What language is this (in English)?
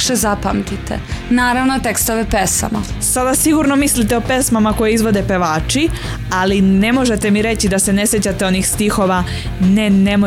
Serbian